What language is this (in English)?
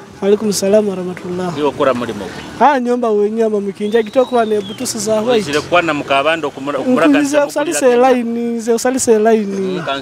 Nyoro